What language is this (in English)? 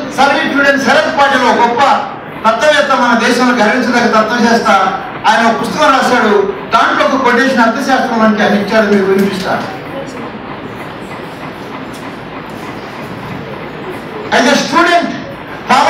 Telugu